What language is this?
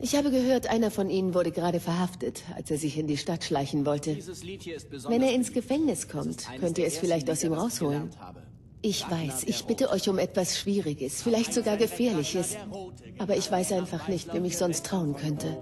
Bavarian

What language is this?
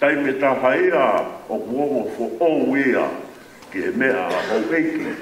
Tongan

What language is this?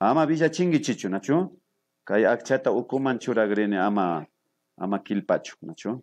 Imbabura Highland Quichua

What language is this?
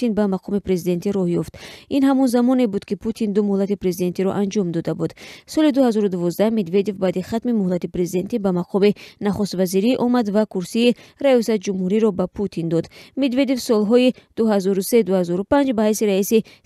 Tajik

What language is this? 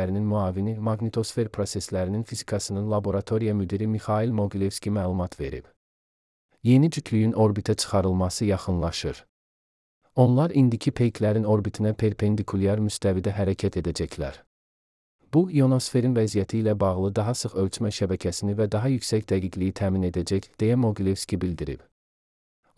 Azerbaijani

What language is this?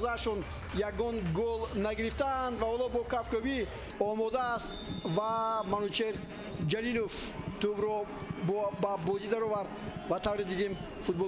Tajik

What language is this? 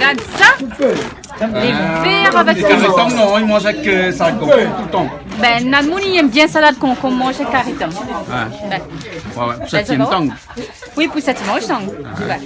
Réunion Creole French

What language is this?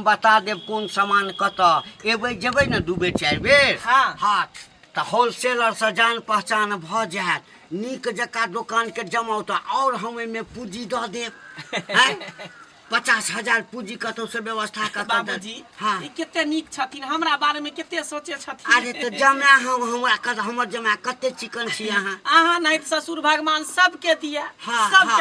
Maithili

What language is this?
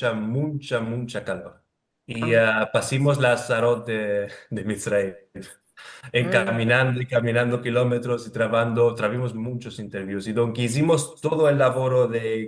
Ladino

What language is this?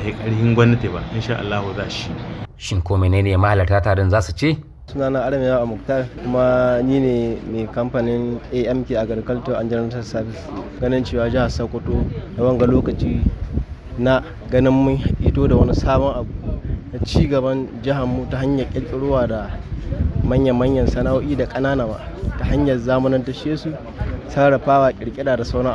Hausa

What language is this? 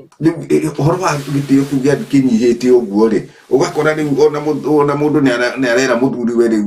Kikuyu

